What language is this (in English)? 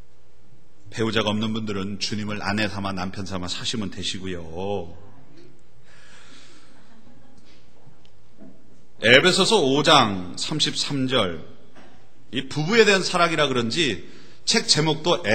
Korean